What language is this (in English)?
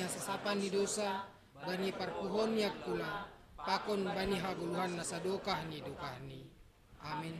Batak Simalungun